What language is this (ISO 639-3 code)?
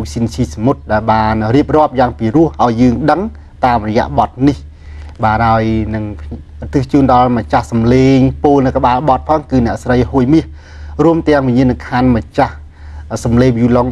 khm